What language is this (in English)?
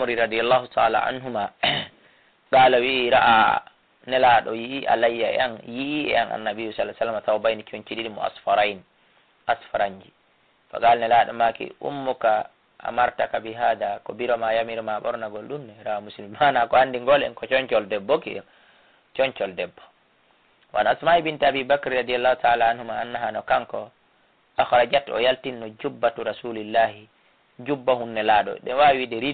Fula